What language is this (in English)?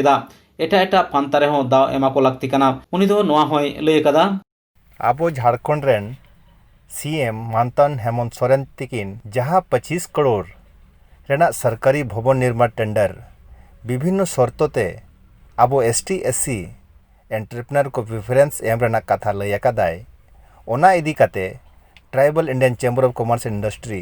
Santali